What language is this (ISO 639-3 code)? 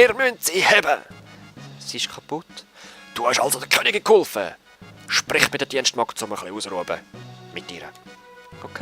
gsw